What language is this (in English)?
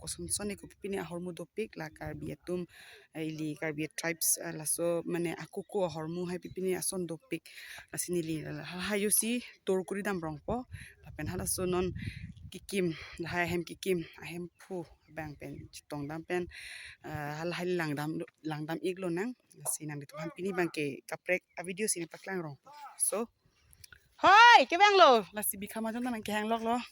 Karbi